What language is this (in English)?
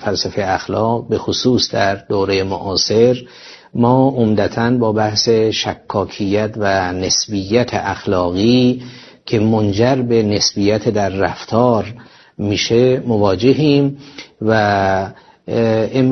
Persian